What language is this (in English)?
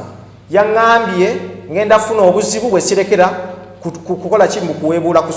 Ganda